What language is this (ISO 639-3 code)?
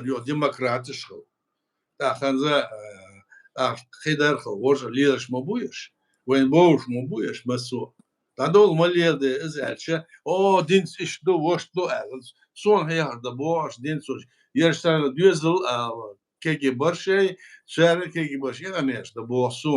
che